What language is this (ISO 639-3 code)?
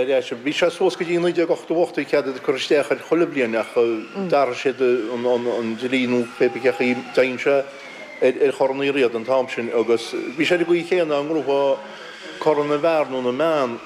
gle